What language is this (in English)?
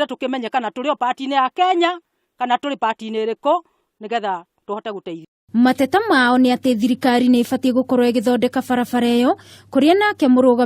Kikuyu